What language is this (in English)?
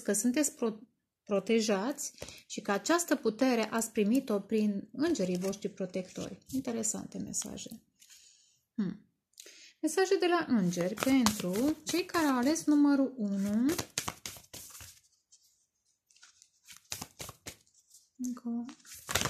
Romanian